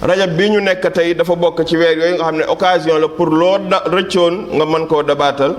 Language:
Wolof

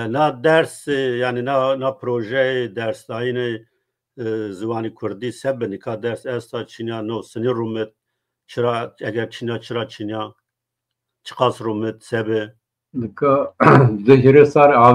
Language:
Zaza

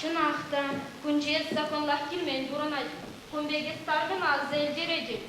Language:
Chuvash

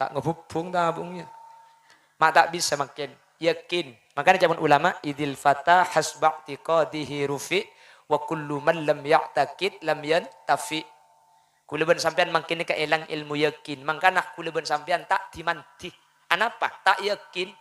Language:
Madurese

